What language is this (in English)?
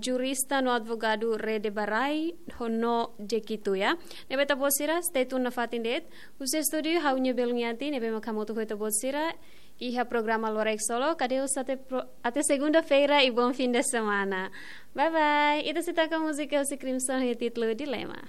Tetum